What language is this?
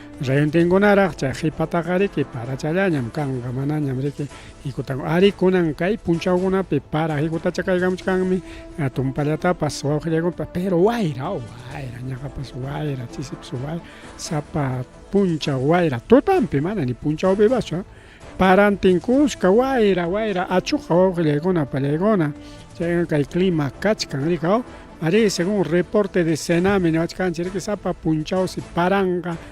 Ayacucho Quechua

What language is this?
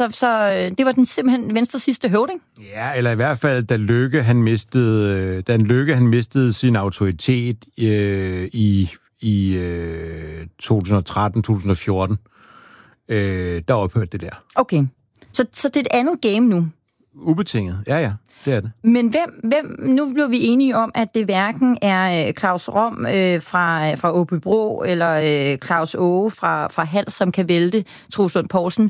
Danish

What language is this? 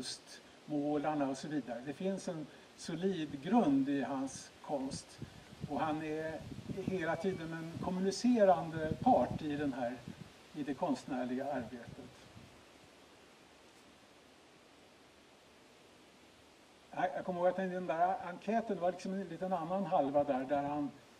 Swedish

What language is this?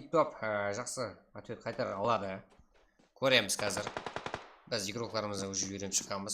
Kara-Kalpak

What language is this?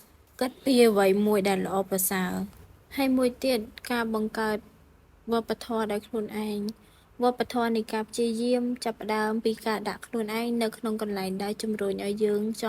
Khmer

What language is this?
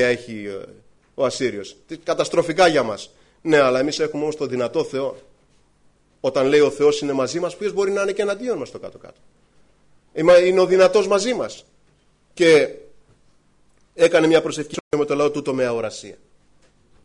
Greek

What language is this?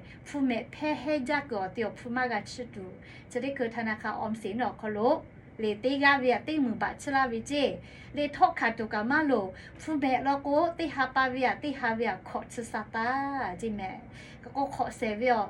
Lahu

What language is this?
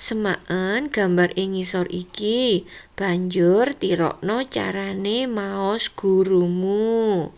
Javanese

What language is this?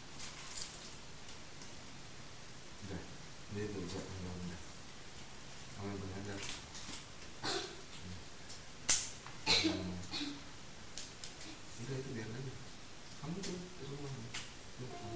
Indonesian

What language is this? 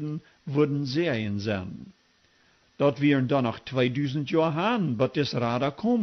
Plautdietsch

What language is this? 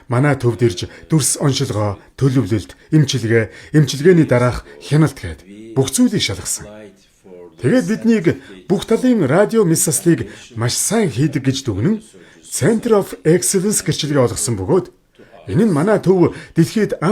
Mongolian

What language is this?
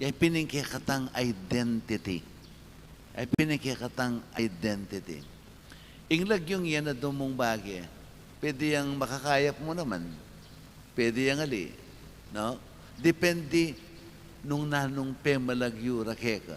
Pampanga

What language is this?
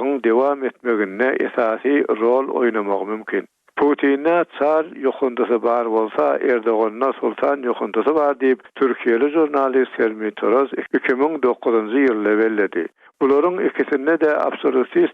Turkmen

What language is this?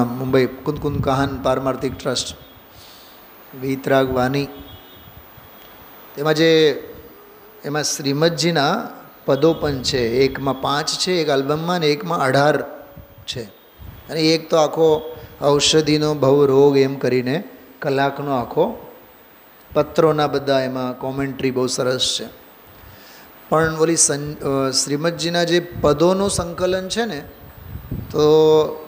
Gujarati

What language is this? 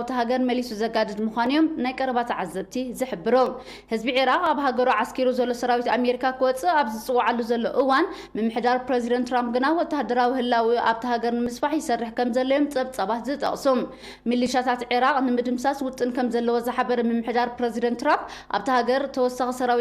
Tigrinya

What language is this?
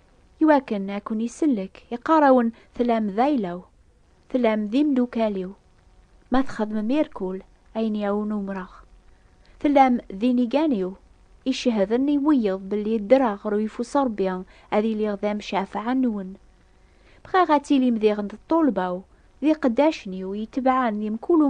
Kabyle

